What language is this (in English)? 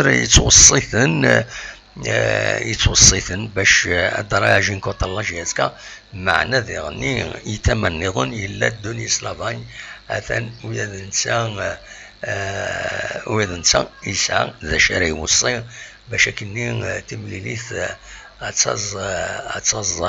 Kabyle